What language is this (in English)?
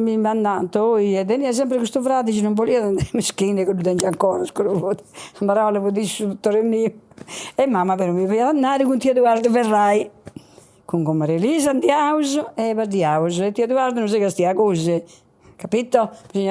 Sardinian